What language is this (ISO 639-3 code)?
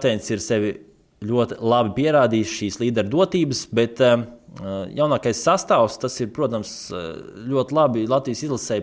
lav